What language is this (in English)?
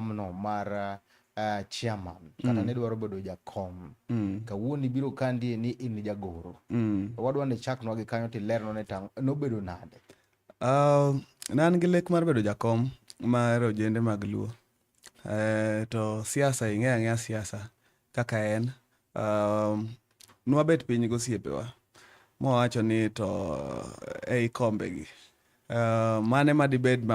Luo (Kenya and Tanzania)